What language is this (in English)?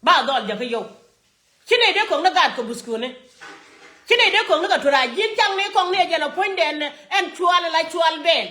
Nuer